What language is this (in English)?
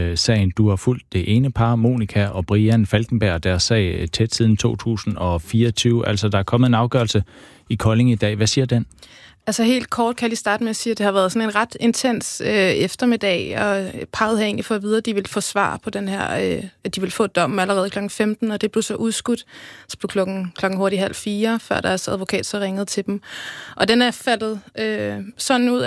Danish